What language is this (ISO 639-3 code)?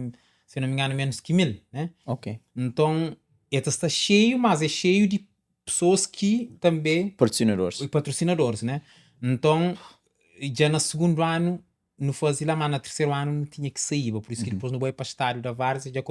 kea